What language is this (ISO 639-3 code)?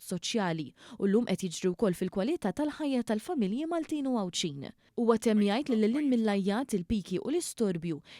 mlt